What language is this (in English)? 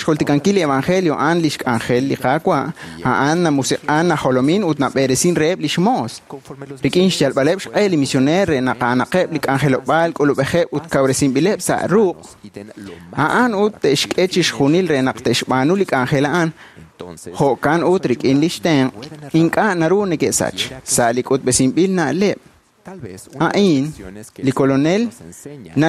Kekchí